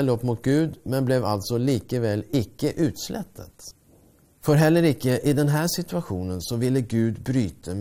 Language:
Norwegian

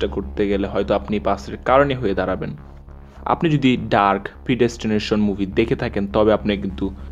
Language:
Bangla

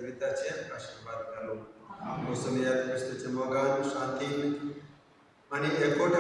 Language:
Konkani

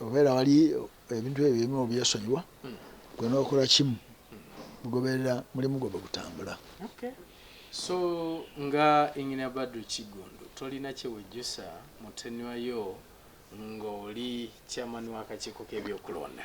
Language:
Ganda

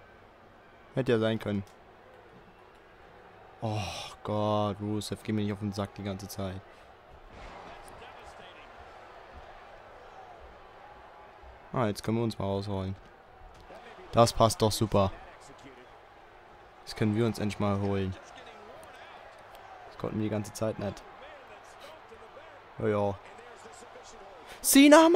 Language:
German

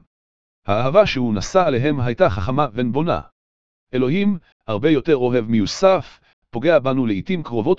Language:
Hebrew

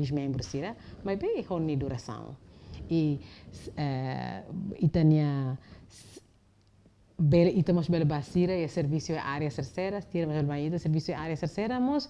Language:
Tetum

